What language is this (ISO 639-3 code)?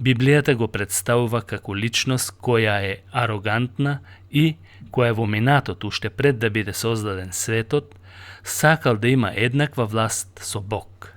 mkd